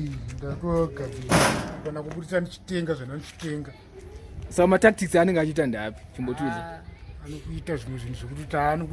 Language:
Shona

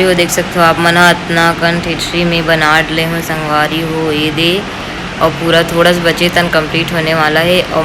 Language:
Chhattisgarhi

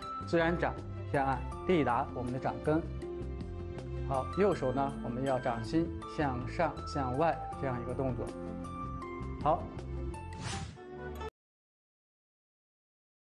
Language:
Chinese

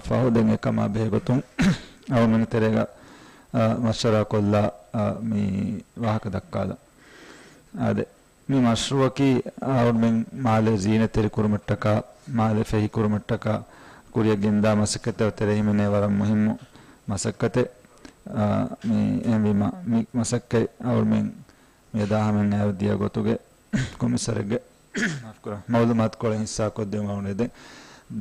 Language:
Divehi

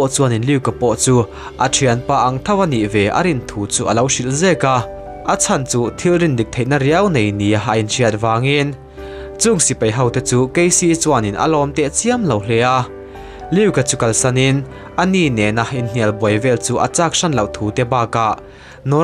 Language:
Mizo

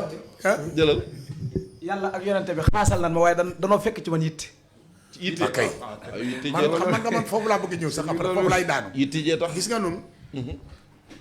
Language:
Wolof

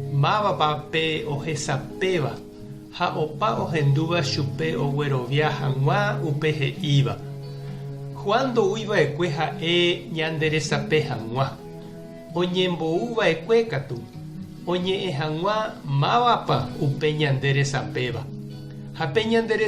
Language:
Guarani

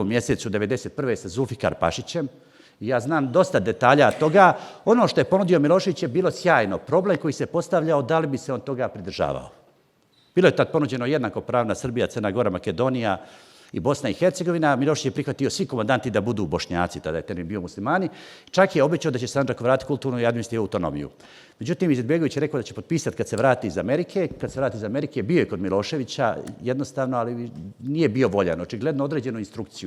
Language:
Bosnian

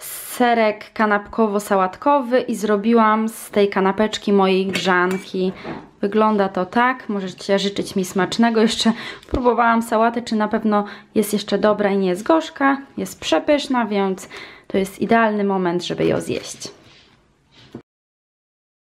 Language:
Polish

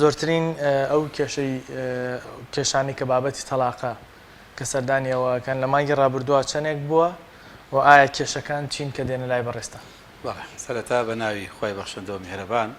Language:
Central Kurdish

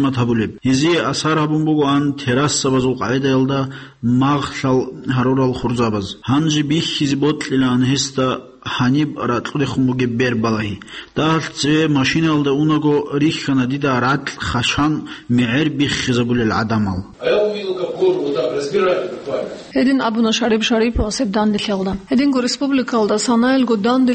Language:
Avaric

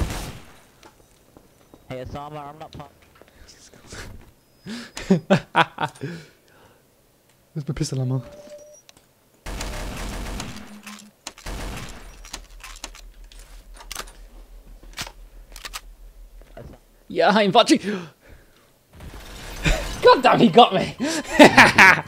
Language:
English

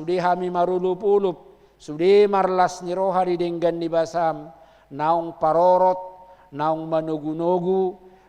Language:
Batak Toba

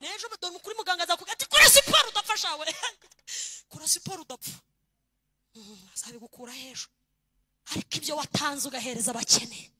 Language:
Kinyarwanda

